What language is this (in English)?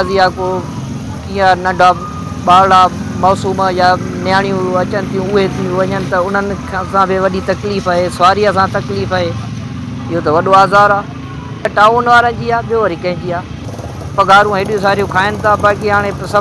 Sindhi